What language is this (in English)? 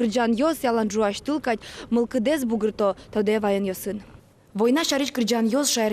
Udmurt